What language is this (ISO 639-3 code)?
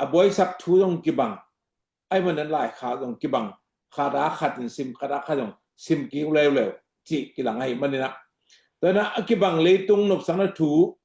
ctd